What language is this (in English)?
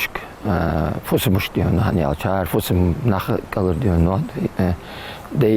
Ingush